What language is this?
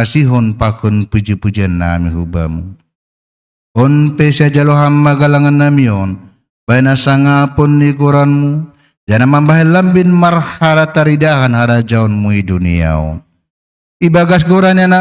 Batak Simalungun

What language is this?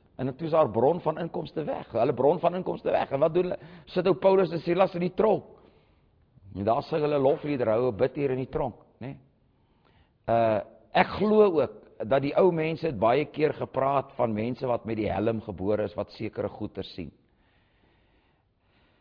Afrikaans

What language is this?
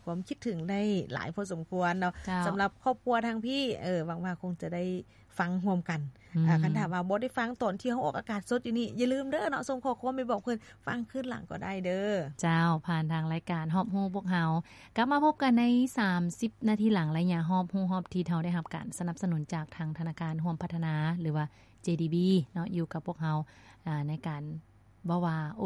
Lao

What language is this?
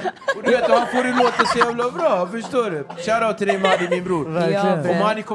Swedish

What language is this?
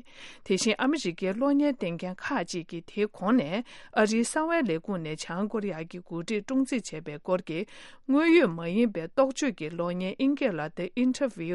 Tibetan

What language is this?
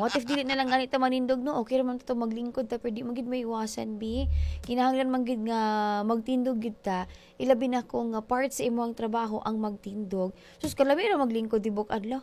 Cebuano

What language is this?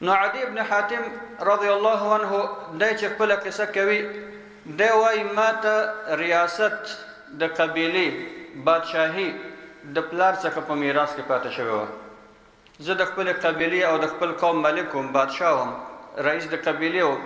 Pashto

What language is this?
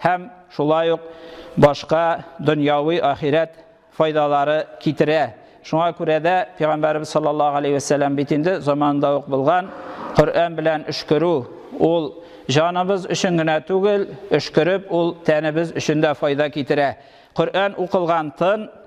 Tatar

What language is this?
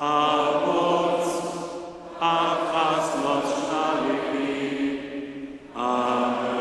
Upper Sorbian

